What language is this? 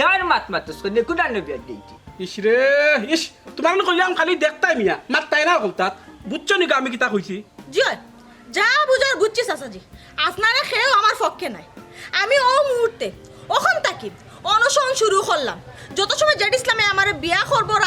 Sylheti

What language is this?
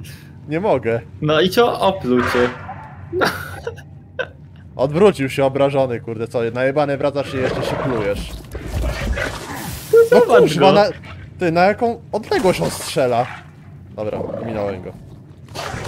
Polish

